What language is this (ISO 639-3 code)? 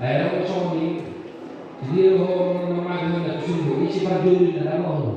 bbc